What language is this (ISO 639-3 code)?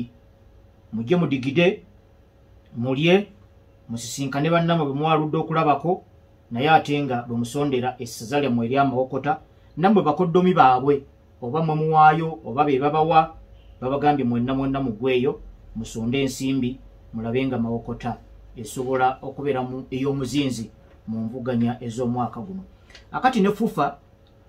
lug